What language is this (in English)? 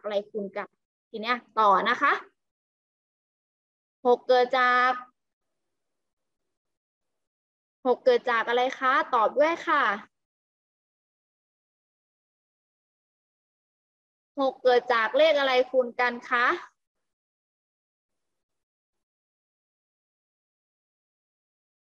Thai